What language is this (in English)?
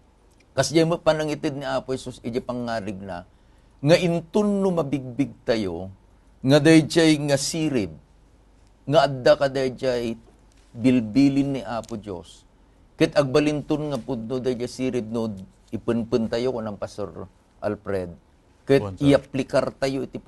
Iloko